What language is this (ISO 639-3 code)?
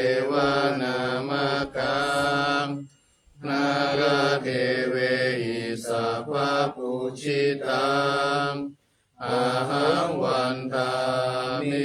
pli